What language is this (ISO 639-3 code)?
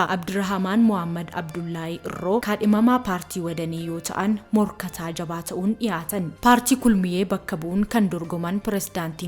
orm